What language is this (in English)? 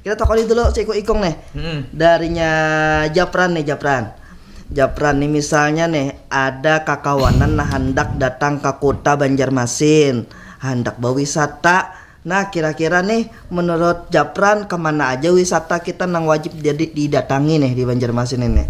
Banjar